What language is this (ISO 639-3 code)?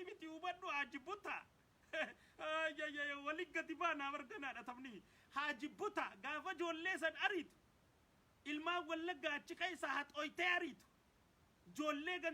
orm